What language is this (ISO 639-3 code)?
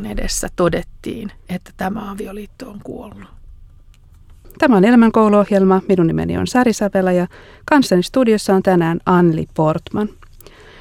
fin